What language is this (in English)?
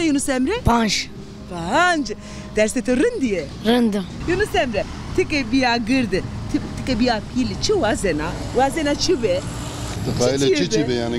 Zaza